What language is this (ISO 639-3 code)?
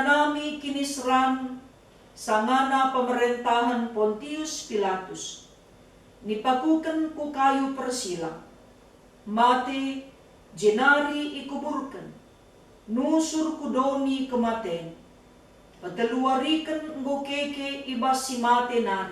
btx